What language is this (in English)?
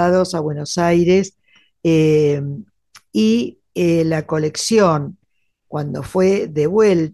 Spanish